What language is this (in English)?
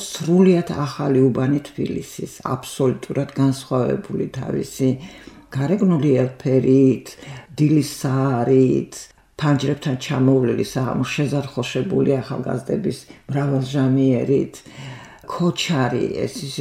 Georgian